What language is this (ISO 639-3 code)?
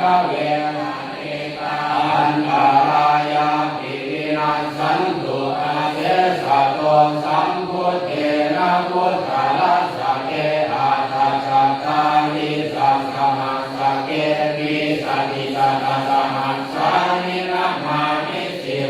pli